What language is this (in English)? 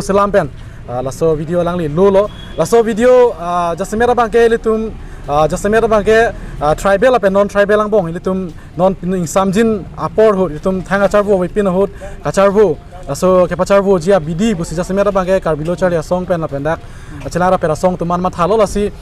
Karbi